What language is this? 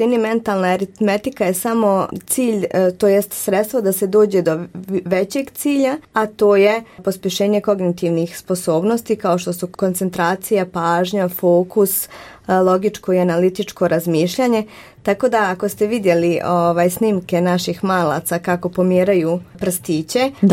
Croatian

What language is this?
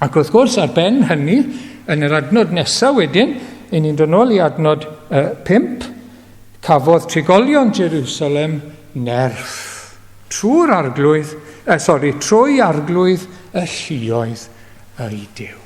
Welsh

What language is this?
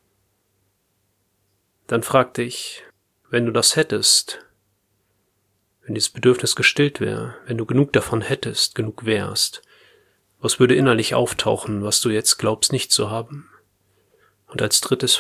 German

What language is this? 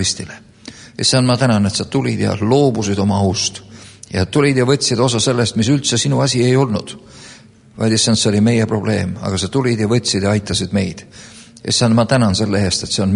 Estonian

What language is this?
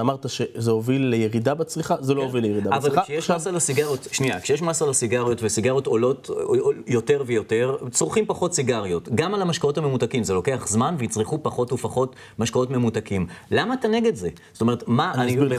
Hebrew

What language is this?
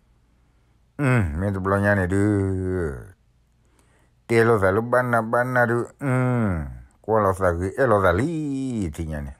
S'gaw Karen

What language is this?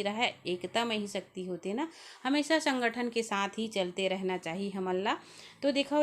Chhattisgarhi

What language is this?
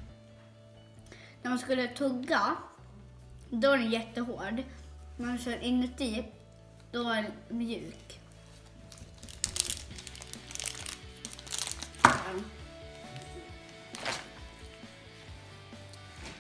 Swedish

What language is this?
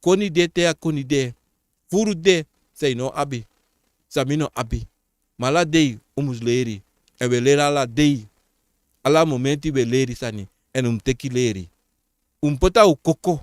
Sranan Tongo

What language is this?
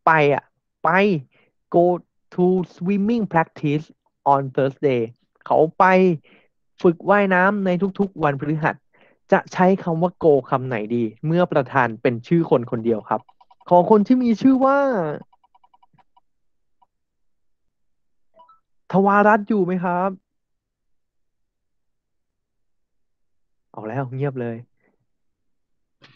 Thai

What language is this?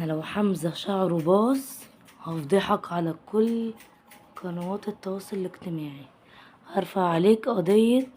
Egyptian Arabic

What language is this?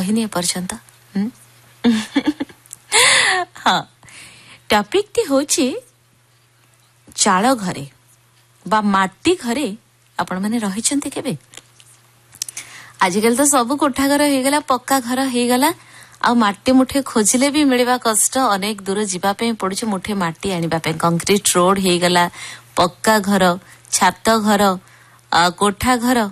Odia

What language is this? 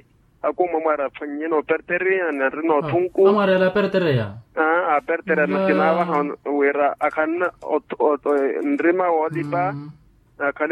Makhuwa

